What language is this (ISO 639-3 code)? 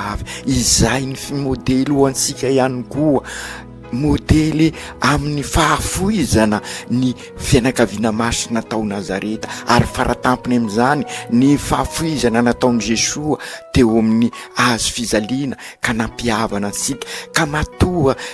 mlg